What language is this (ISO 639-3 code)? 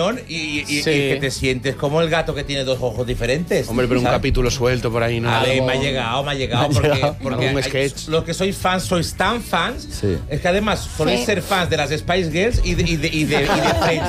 spa